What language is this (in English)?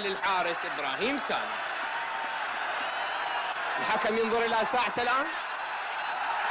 Arabic